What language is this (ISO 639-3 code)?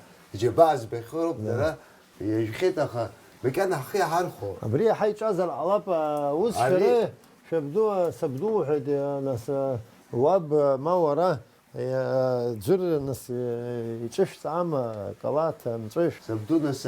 abk